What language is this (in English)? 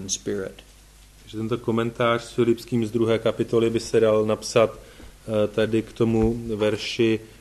Czech